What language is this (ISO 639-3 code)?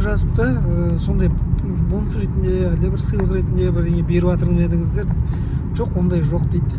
kaz